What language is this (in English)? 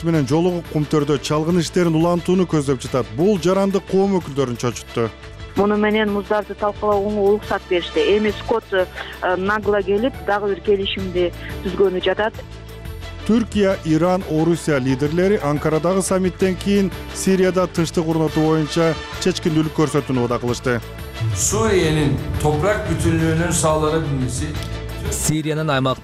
Kyrgyz